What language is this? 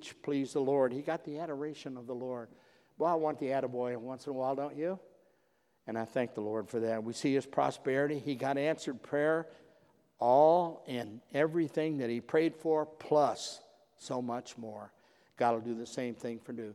English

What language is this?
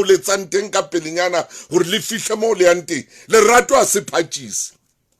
Southern Sotho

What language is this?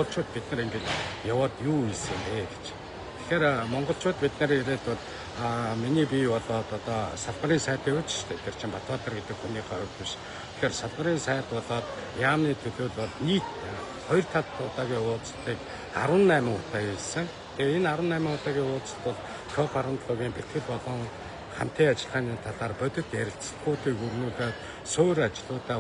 Mongolian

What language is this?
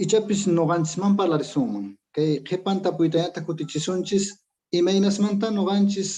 Quechua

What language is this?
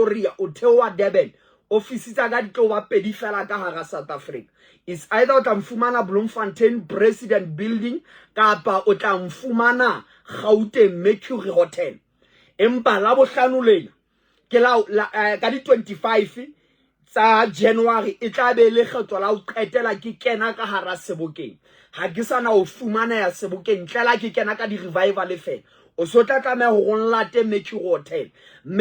Southern Sotho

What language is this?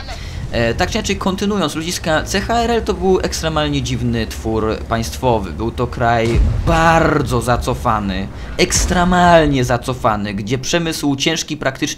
Polish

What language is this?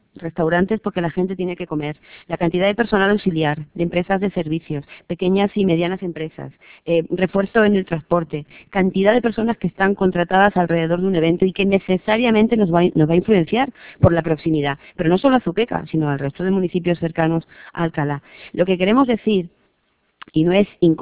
Spanish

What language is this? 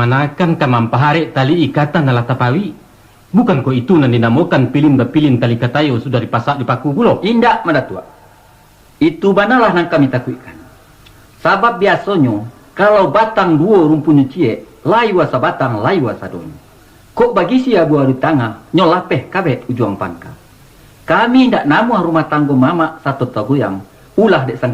Minangkabau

